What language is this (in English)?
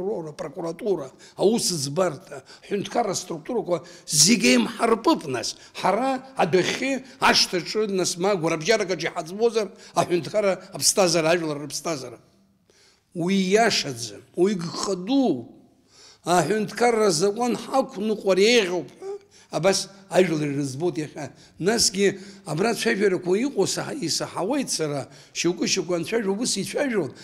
Abkhazian